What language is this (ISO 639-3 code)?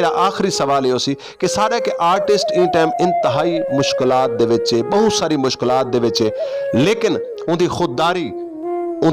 skr